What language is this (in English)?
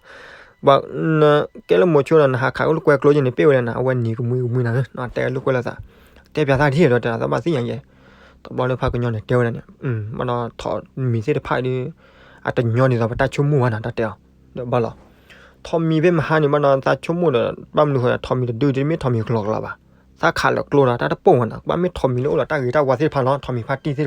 S'gaw Karen